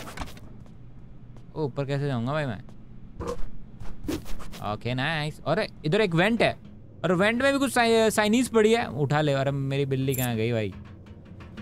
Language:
Hindi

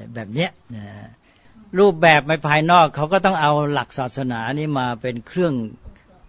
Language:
Thai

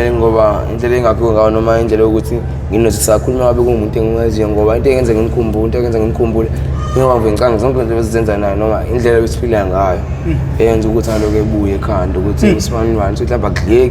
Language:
Zulu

